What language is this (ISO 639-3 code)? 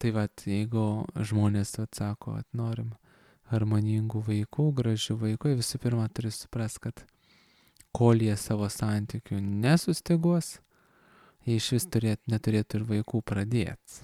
lit